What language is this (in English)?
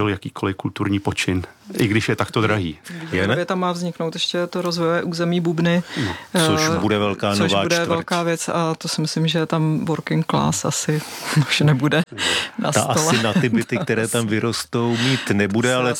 Czech